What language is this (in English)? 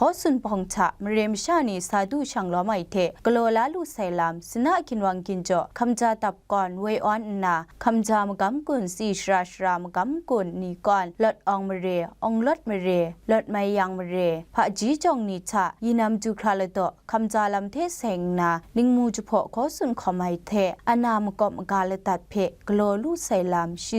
Kachin